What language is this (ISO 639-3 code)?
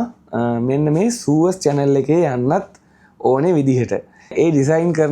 sin